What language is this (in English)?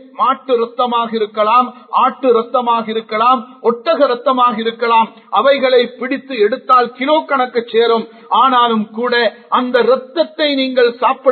Tamil